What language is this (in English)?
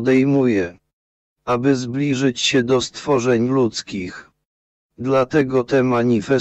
Polish